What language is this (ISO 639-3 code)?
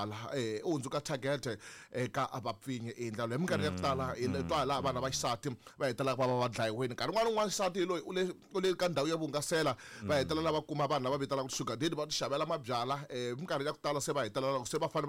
tso